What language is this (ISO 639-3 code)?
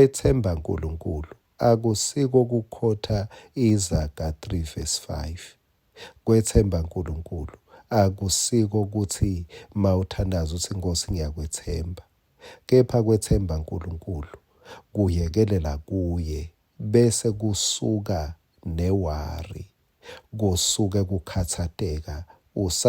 ssw